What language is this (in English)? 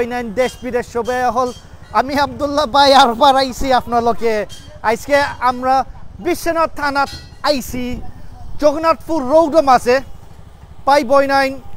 Sylheti